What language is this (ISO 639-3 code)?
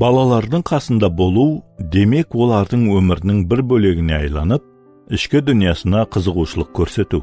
kaa